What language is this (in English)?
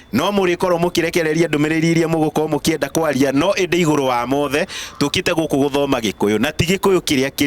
Kikuyu